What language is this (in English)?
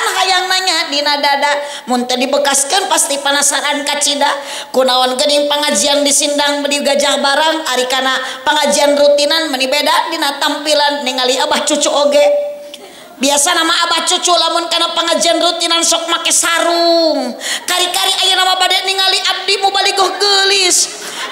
Sundanese